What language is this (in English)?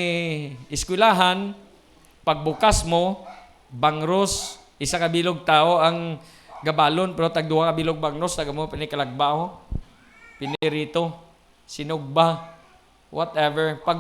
Hiligaynon